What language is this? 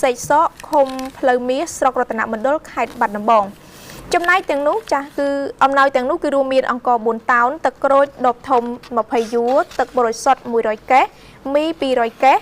Khmer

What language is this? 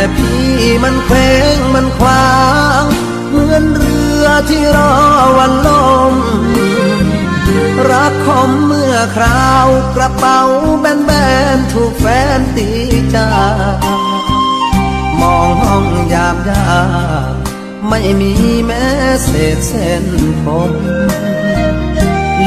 Thai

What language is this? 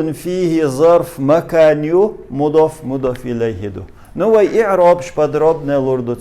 Chechen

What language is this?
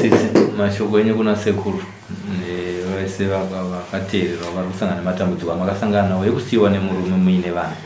Shona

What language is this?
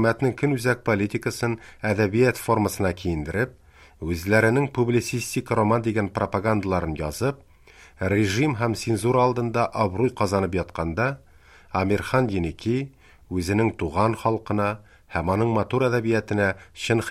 Tatar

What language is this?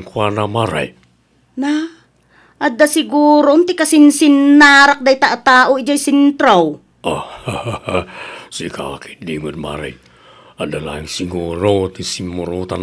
Iloko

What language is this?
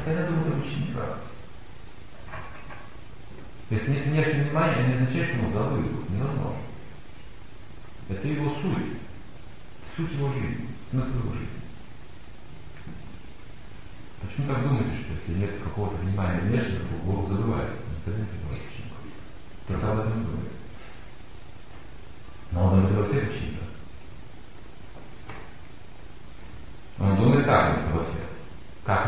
Russian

